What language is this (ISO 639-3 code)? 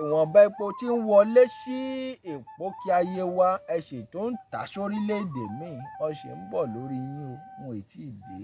yor